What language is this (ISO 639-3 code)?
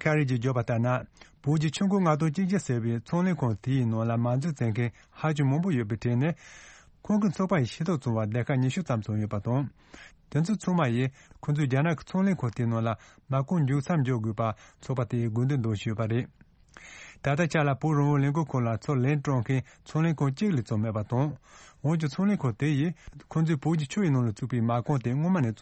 bod